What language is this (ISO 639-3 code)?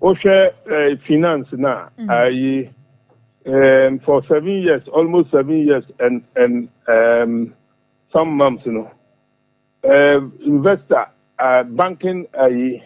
aka